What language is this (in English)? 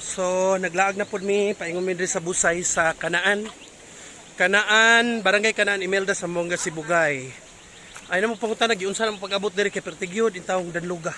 Cebuano